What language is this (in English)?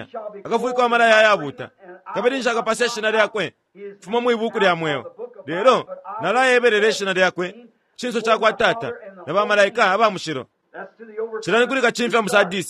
Bemba